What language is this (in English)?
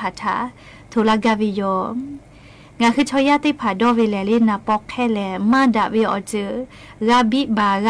Lahu